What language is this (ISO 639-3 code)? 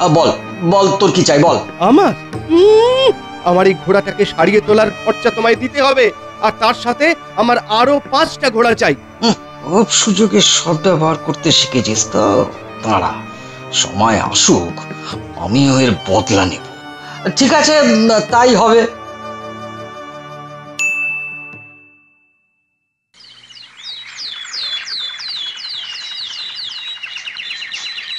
ben